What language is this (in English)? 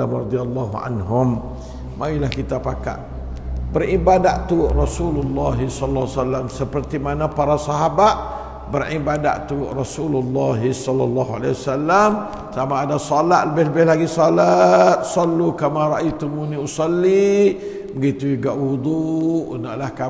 Malay